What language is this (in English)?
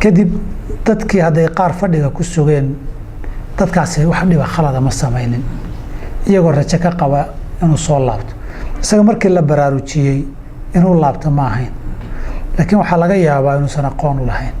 Somali